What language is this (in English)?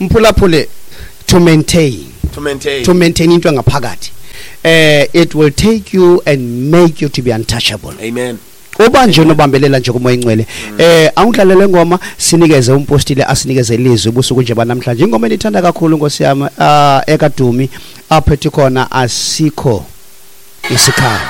Xhosa